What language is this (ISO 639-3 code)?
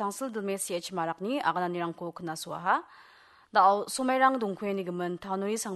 grt